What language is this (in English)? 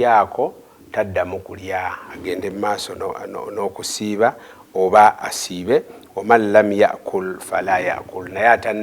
Ganda